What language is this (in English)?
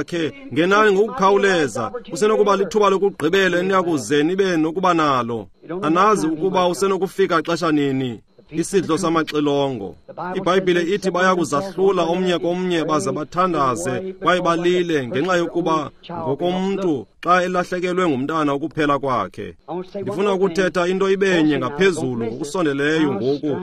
Xhosa